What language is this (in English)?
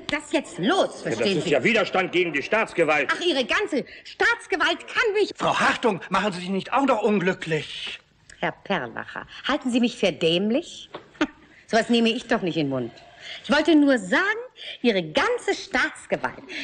German